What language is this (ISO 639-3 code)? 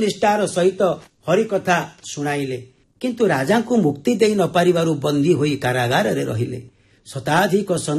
ori